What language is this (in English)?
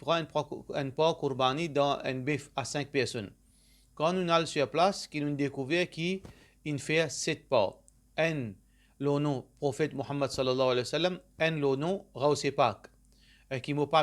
Morisyen